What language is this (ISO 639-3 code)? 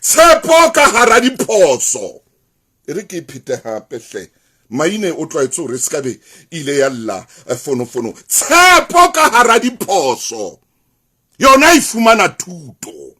sot